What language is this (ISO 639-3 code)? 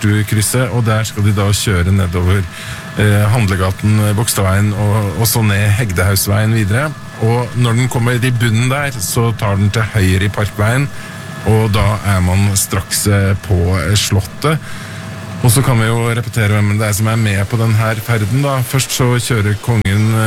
nor